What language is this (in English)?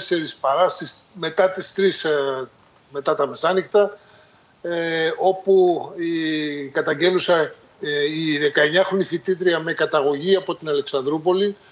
Greek